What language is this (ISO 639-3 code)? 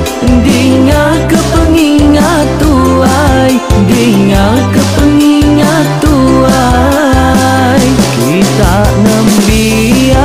iba